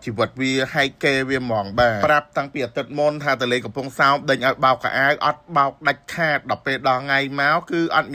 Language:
Khmer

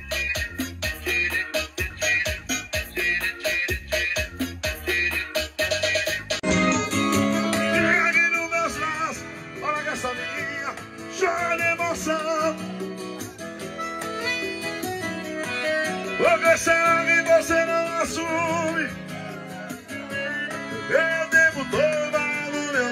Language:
Portuguese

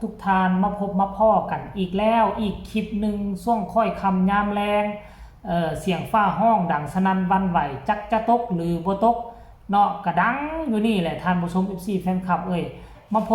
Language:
Northeastern Thai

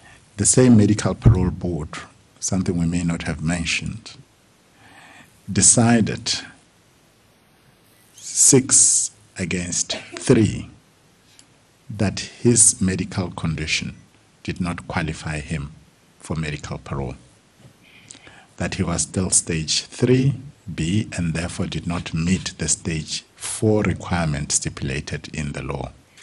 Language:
English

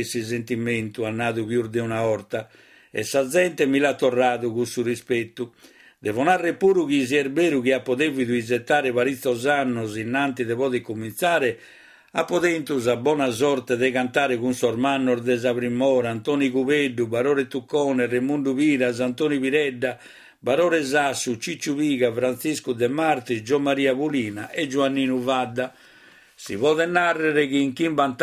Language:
Sardinian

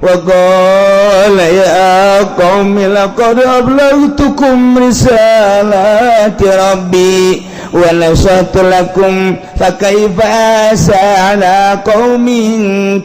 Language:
Sundanese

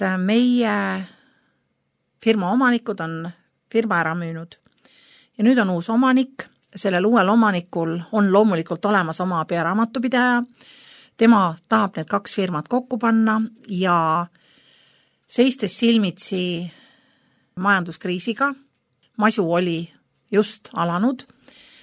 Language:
Estonian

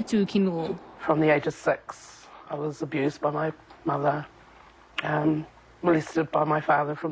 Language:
Māori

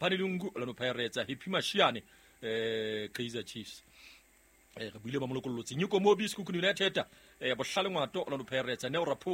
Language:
Southern Sotho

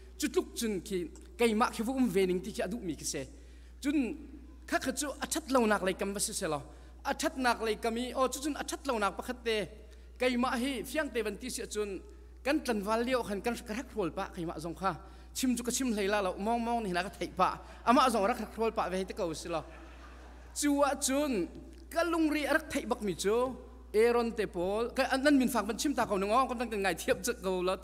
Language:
Hakha Chin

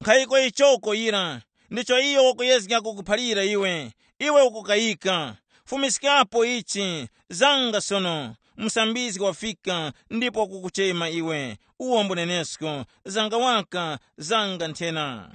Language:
Tumbuka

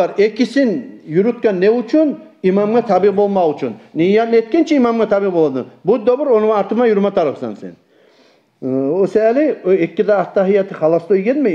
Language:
Kumyk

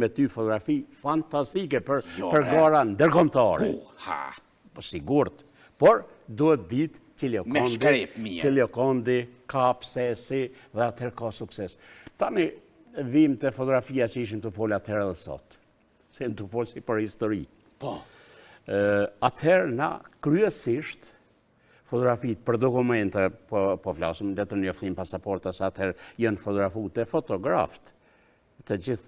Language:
Albanian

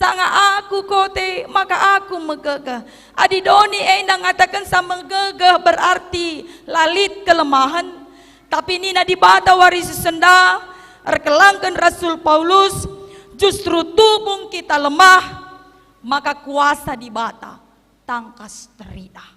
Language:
Batak Karo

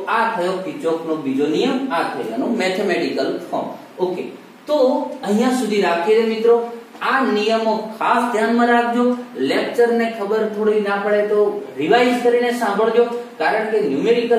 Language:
Gujarati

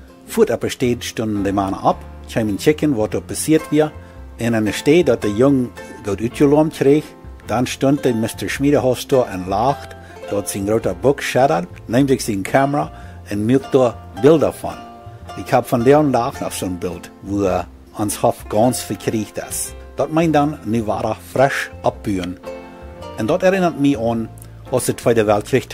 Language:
Plautdietsch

